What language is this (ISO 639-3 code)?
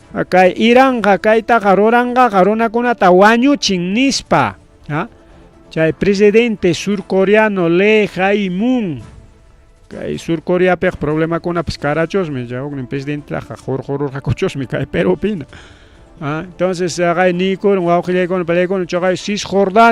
quy